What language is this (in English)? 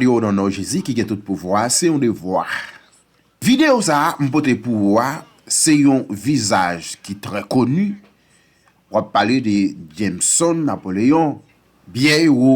Haitian Creole